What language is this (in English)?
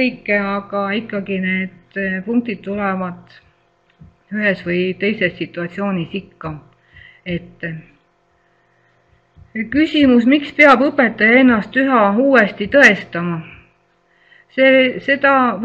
Estonian